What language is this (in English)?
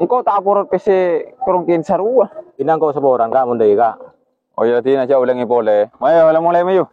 Madurese